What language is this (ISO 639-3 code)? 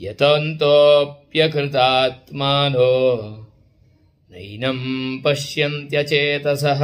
san